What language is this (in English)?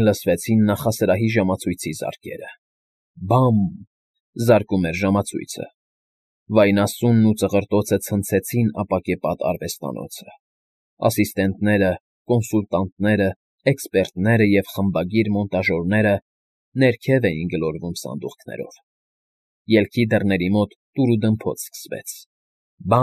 Armenian